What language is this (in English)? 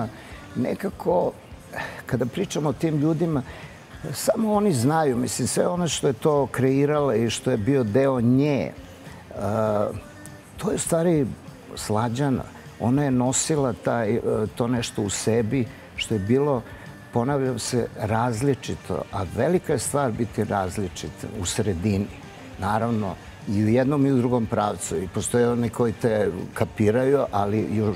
Serbian